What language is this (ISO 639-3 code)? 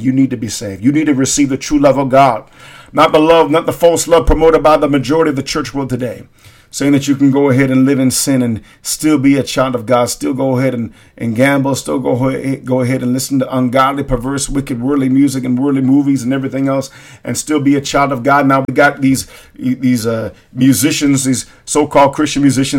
eng